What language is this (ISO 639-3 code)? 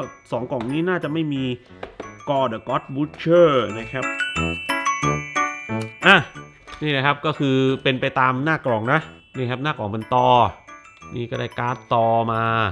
tha